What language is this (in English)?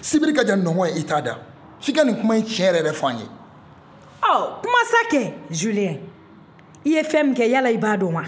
Bambara